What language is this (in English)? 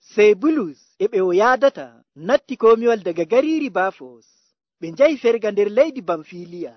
Nigerian Fulfulde